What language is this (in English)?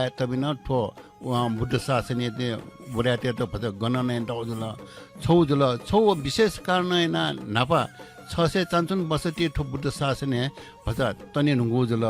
Newari